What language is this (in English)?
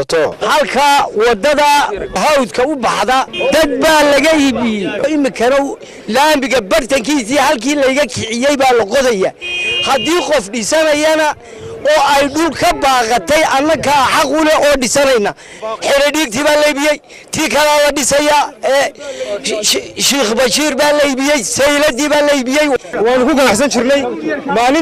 Somali